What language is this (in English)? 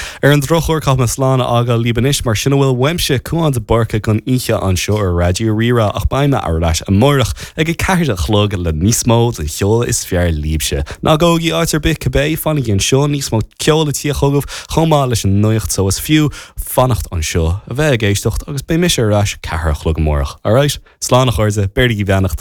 Irish